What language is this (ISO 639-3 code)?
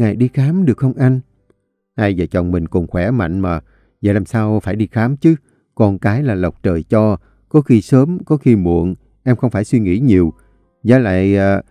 vie